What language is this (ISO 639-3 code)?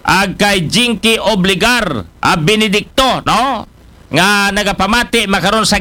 akl